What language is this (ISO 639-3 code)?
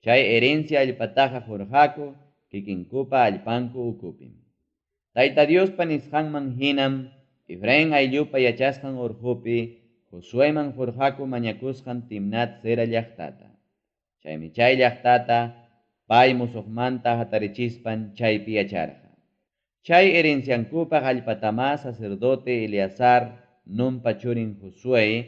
quy